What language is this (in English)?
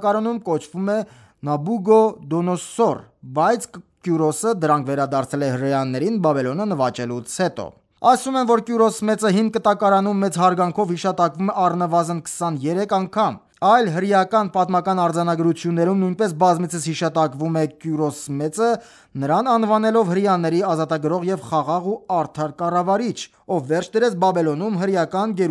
Armenian